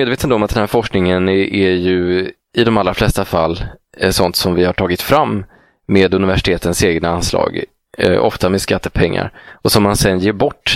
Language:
Swedish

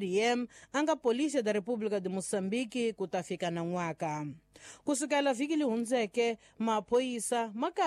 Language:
Tsonga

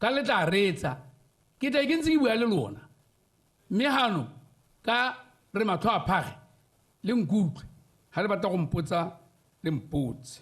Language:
Tswana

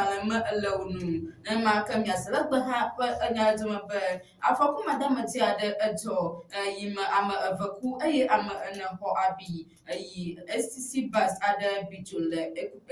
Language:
Ewe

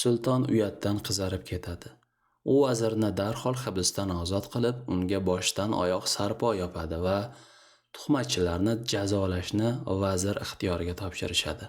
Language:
Uzbek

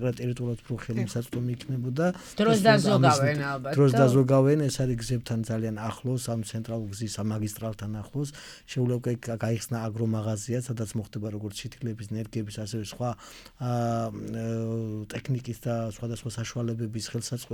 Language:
Georgian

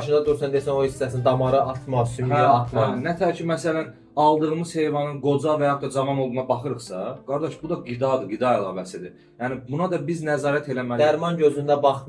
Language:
Azerbaijani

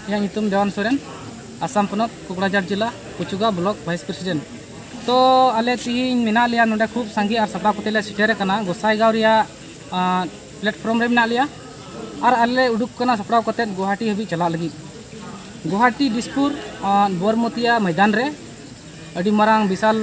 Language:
Santali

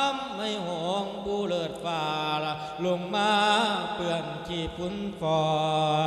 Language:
Lao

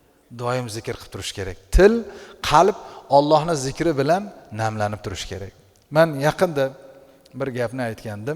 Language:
Uzbek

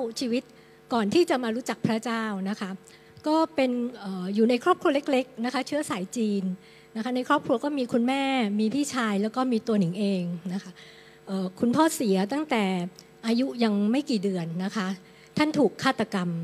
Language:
Thai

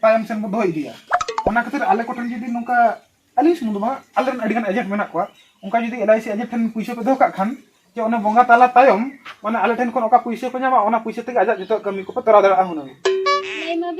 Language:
Santali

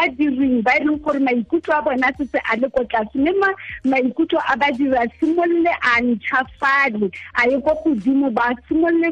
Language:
Tswana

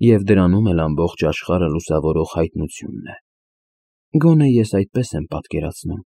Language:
Armenian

